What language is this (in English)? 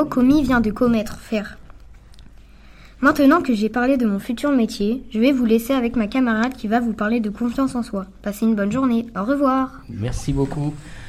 French